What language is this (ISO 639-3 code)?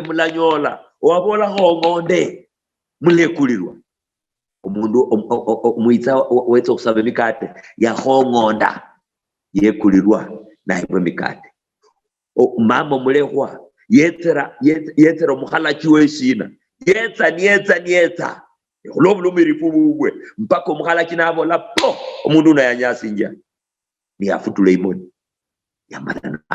luy